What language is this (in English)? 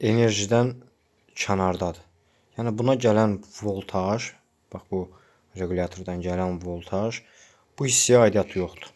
Azerbaijani